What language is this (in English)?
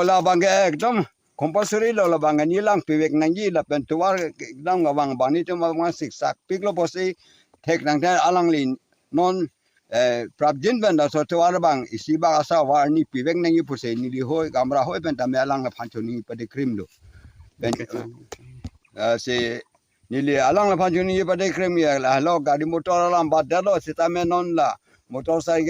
Karbi